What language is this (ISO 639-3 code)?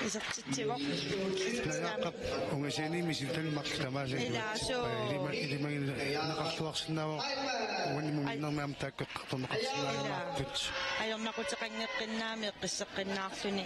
kal